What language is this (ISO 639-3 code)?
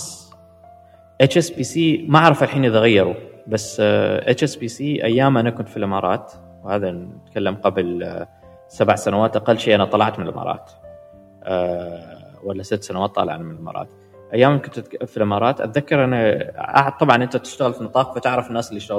afb